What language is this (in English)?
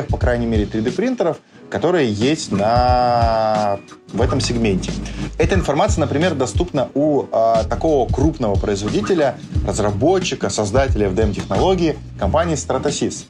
Russian